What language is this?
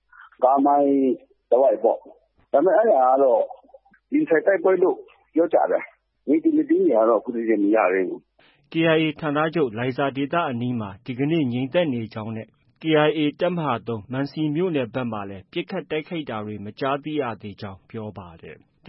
Burmese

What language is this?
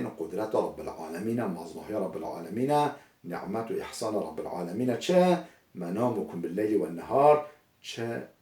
Kurdish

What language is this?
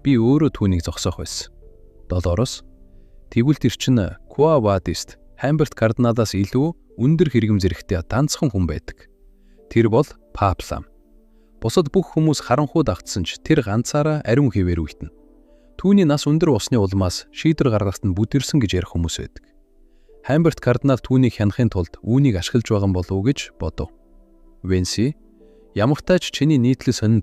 Mongolian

